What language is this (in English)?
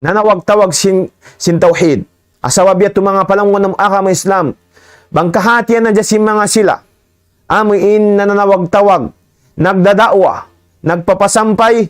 Tausug